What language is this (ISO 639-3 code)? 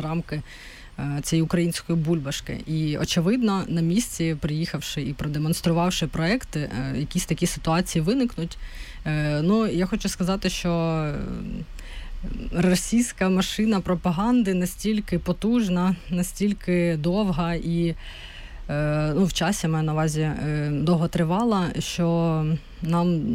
ukr